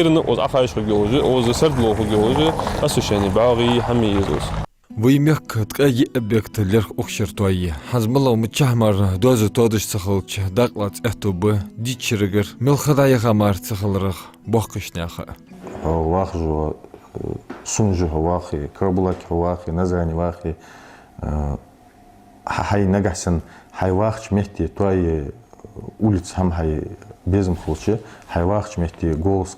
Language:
Ingush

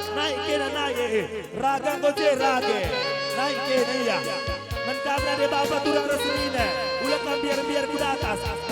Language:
Batak Karo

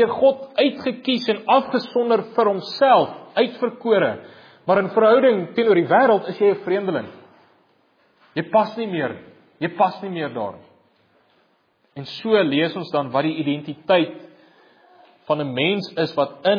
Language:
Afrikaans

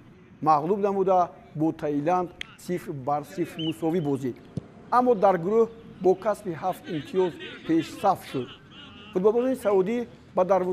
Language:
Tajik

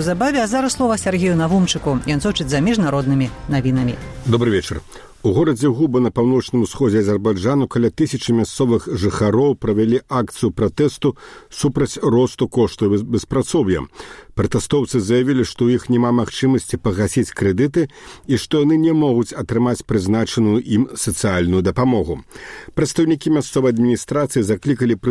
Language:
Belarusian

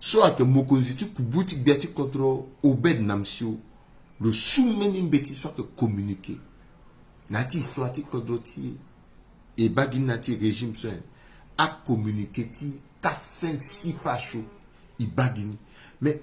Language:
Sango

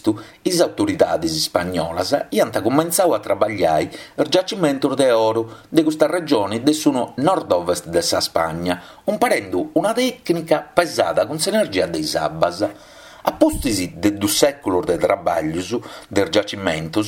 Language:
Sardinian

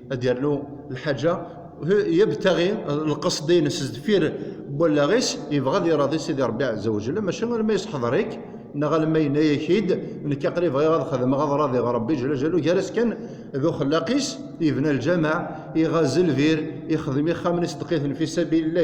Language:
Kabyle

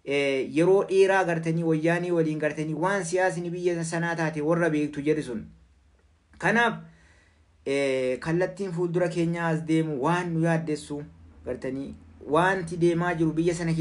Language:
Oromo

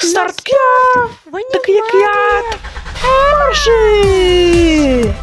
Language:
Crimean Tatar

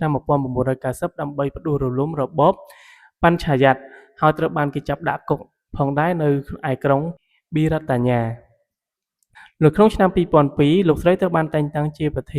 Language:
Khmer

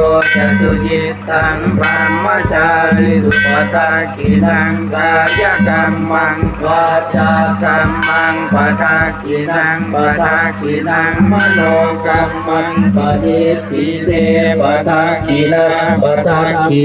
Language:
Pali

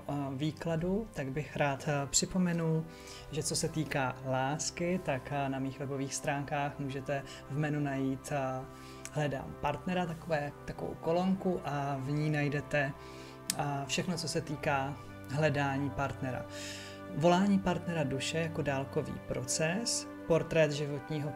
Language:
Czech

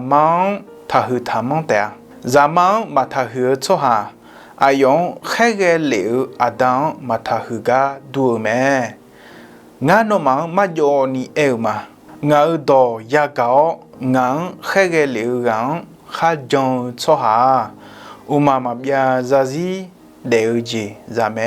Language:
Akha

